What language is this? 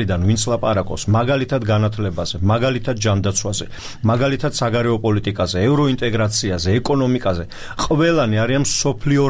Georgian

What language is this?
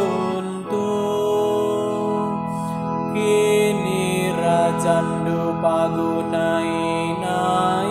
Batak Karo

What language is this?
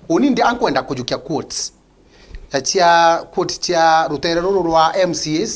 Meru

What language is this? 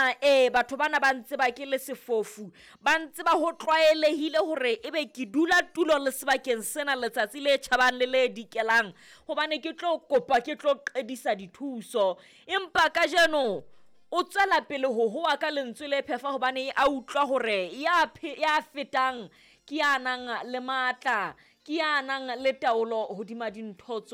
Southern Sotho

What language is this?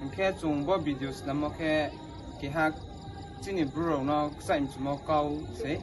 Riang (India)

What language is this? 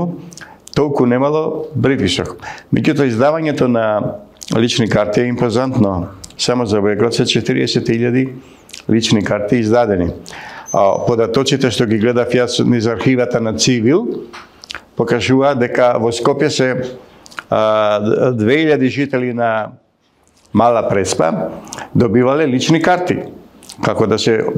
Macedonian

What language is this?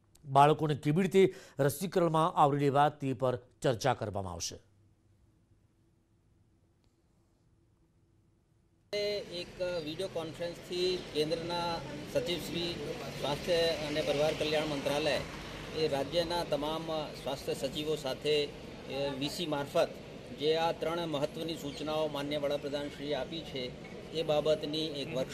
Gujarati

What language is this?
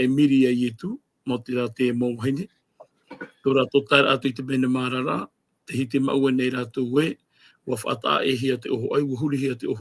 Tahitian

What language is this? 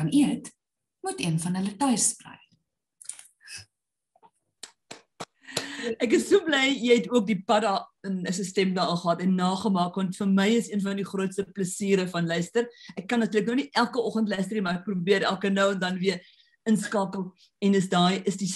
Afrikaans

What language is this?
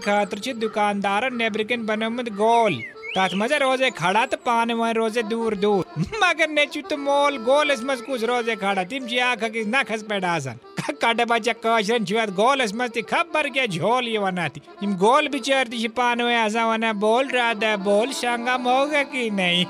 Kashmiri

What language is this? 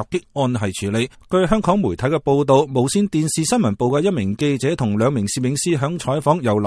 Cantonese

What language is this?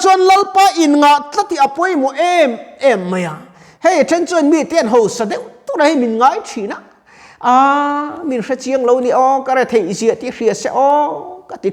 Mizo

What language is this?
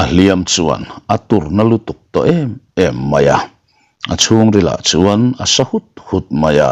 Mizo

